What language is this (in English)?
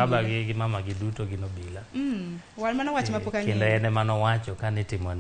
Luo (Kenya and Tanzania)